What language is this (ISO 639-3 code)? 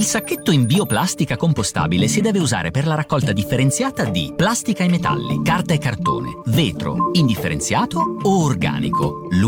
ita